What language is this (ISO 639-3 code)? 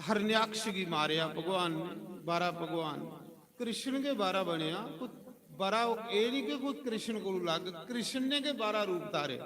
doi